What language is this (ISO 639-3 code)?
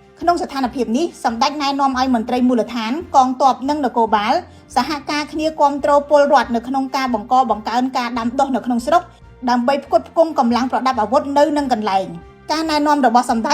khm